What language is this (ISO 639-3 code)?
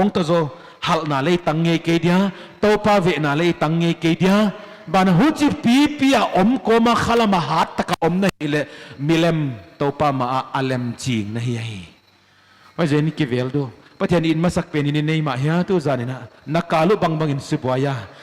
pck